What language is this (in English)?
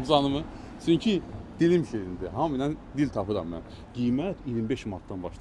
Azerbaijani